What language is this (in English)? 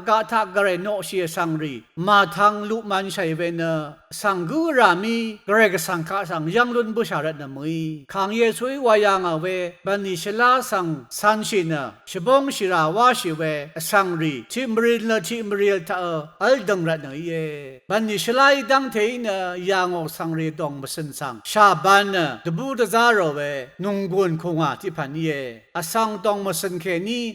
Rawang